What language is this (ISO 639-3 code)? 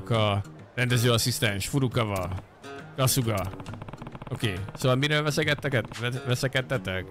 hun